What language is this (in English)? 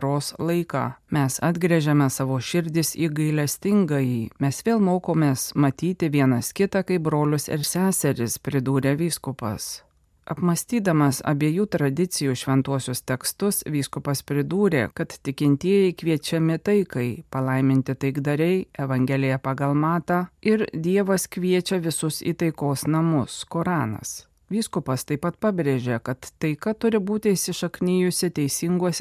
Lithuanian